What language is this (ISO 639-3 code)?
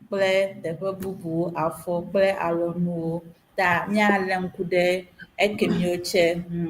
ewe